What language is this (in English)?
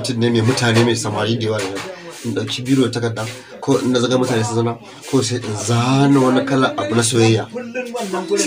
Hausa